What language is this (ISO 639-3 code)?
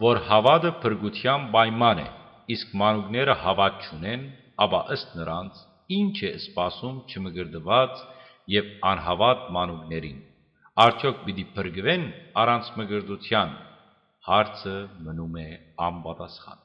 hyw